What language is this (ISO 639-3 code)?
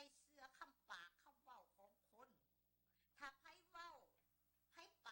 lao